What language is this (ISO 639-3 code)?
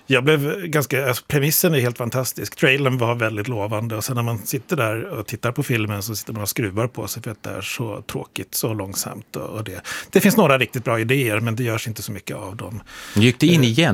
swe